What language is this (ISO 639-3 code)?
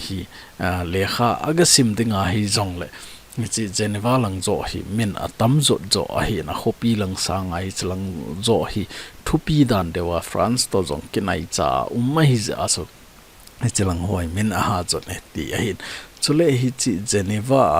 tcz